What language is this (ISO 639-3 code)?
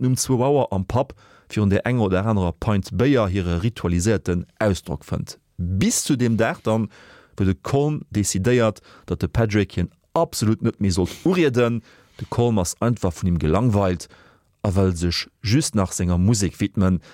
ltz